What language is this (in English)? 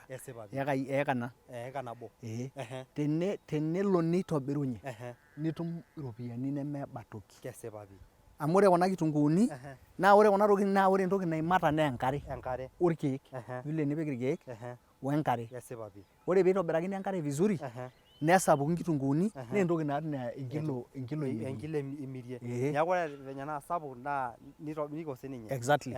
Masai